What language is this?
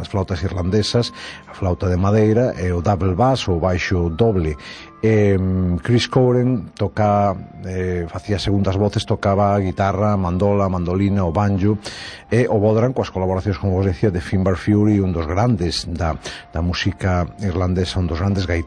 Galician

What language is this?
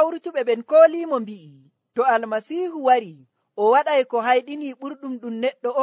Nigerian Fulfulde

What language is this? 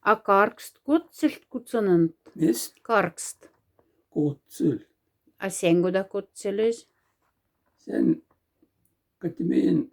Moksha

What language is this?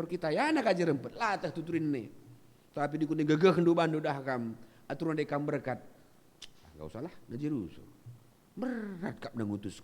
Batak Karo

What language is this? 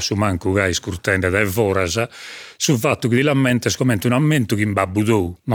Sardinian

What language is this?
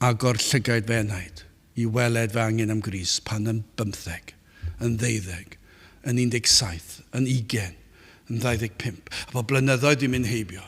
Welsh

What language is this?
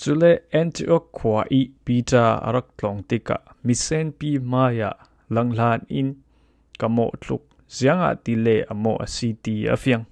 Falam Chin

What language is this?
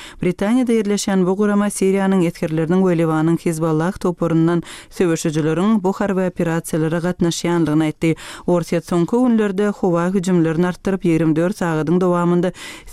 Turkmen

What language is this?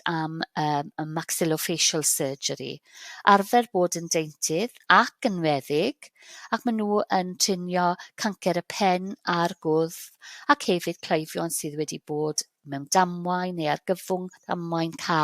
Welsh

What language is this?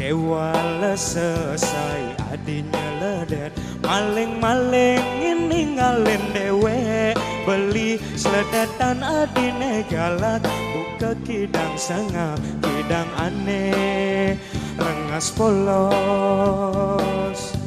Balinese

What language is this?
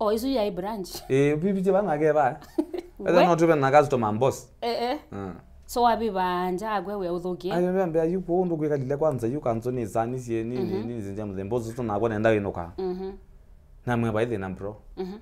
Kamba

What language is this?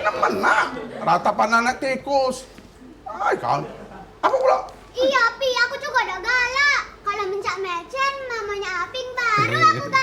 Musi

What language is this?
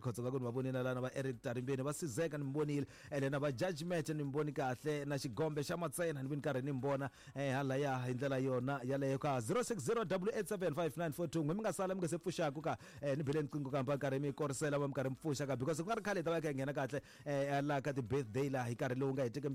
Tsonga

